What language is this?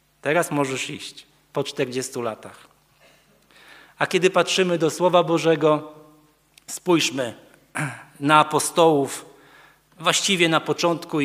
Polish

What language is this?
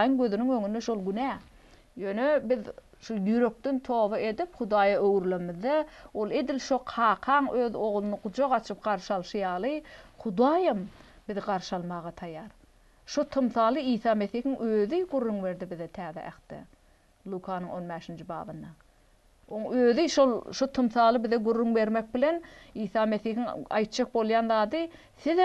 Turkmen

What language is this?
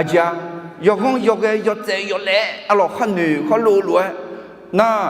Akha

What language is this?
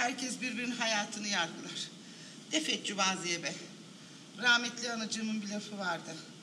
Turkish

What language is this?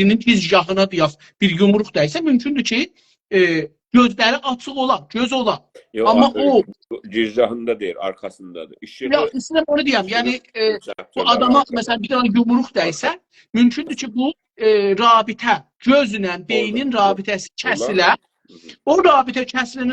South Azerbaijani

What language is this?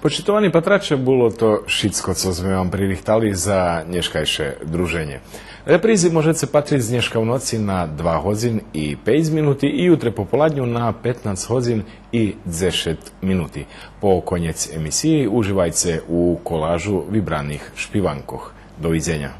Rusyn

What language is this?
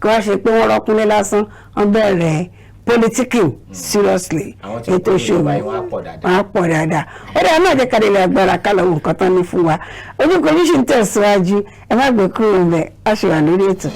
Yoruba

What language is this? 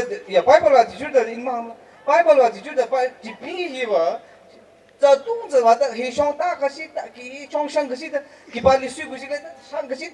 Tangkhul Naga (India)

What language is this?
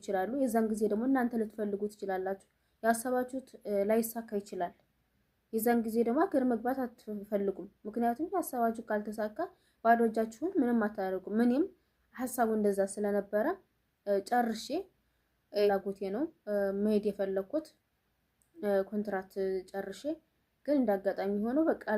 Amharic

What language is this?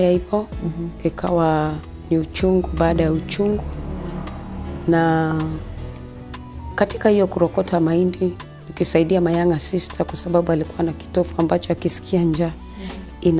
Swahili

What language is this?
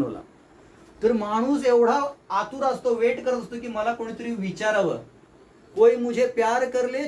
Marathi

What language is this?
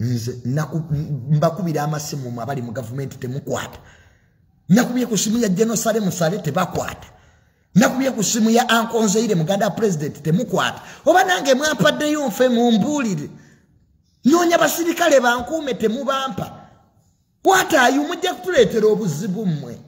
Ganda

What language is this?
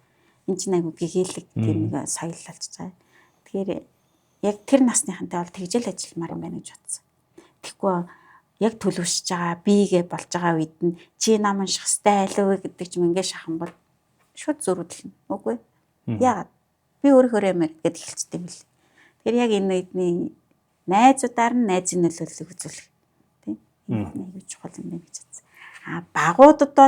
Mongolian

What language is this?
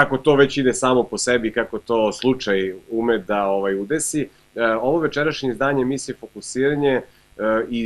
Serbian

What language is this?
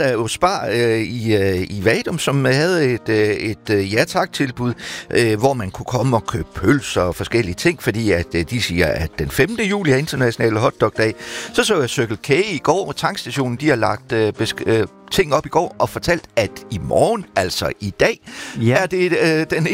Danish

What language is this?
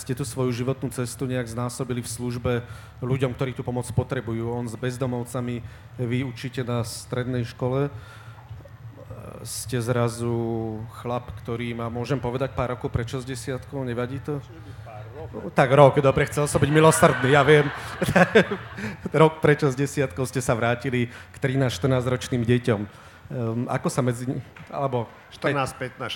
Slovak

